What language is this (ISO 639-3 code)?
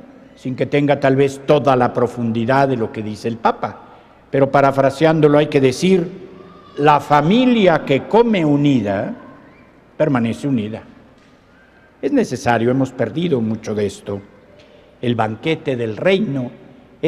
spa